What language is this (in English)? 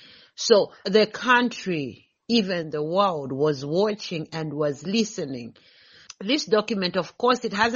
English